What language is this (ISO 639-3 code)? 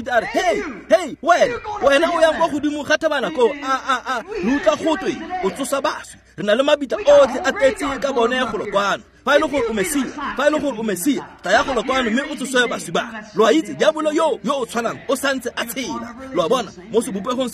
tsn